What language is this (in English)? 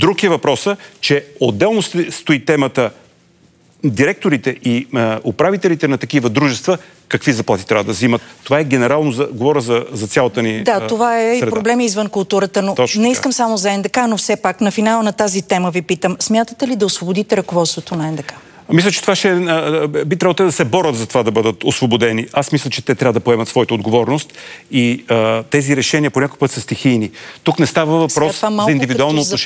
Bulgarian